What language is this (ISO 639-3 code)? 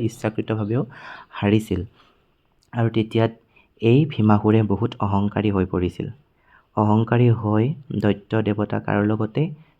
asm